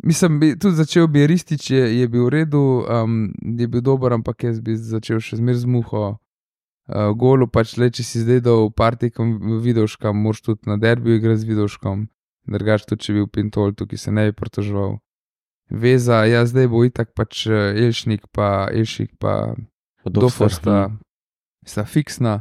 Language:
Slovenian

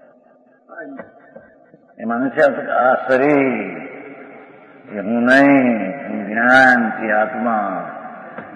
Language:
Gujarati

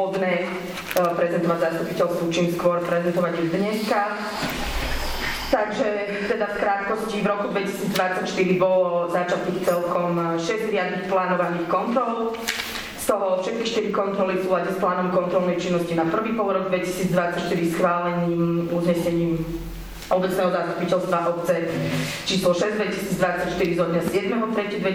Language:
Slovak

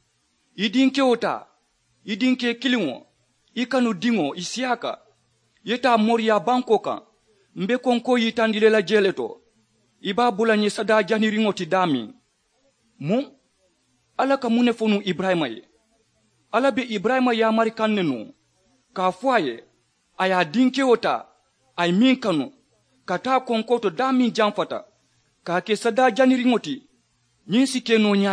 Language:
Mandingo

